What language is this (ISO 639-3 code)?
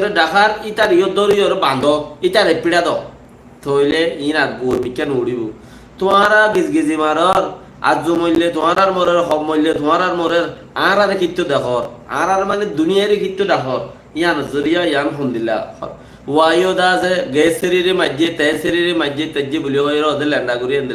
rhg